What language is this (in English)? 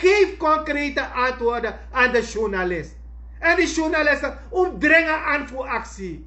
Sranan Tongo